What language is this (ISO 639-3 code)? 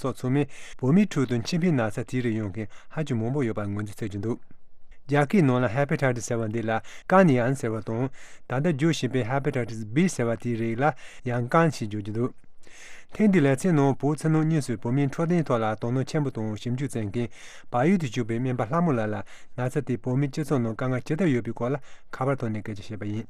bod